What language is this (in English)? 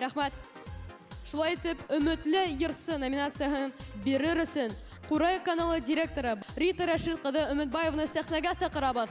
Bashkir